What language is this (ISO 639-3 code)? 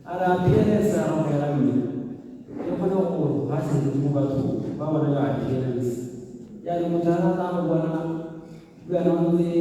tsn